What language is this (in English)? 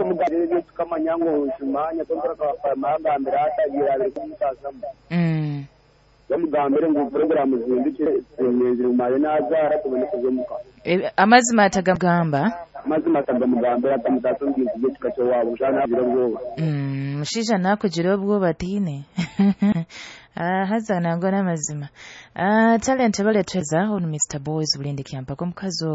Nyoro